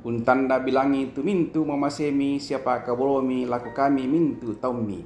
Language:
Toraja-Sa'dan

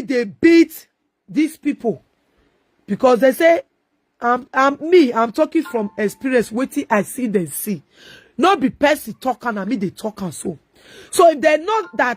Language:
Nigerian Pidgin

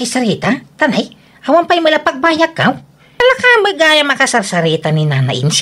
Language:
Iloko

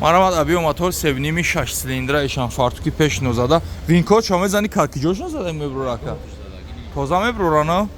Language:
Tajik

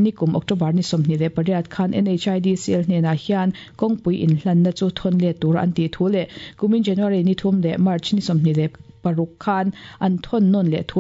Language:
Mizo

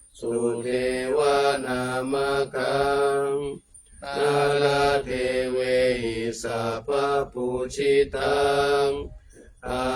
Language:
Pali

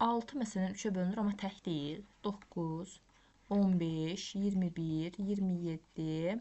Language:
Azerbaijani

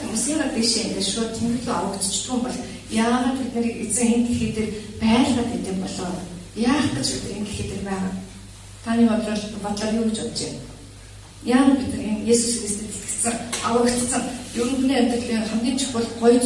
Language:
Mongolian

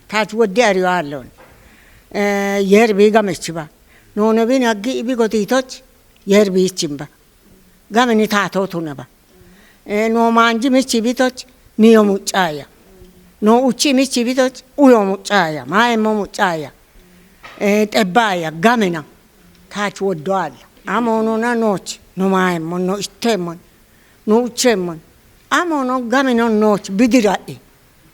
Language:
Kafa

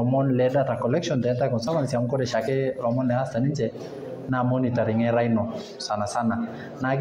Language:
Masai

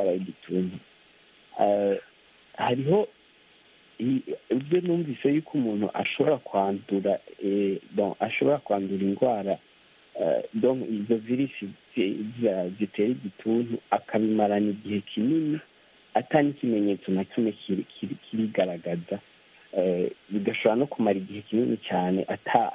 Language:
Kinyarwanda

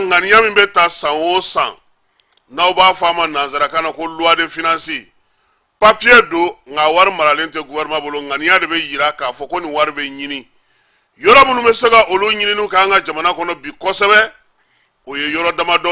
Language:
Bambara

